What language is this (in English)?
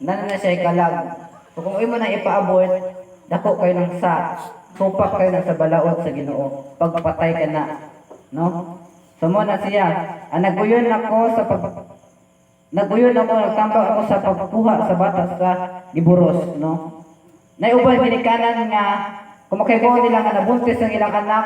Cebuano